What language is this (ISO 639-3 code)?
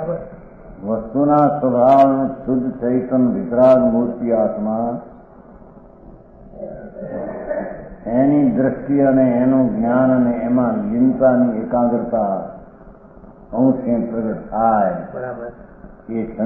guj